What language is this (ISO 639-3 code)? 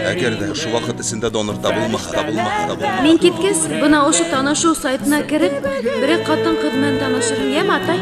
bak